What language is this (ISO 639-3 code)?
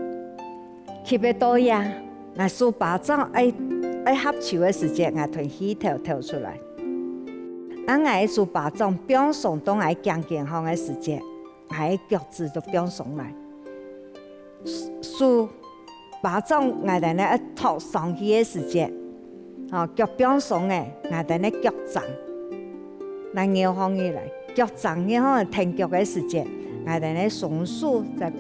hak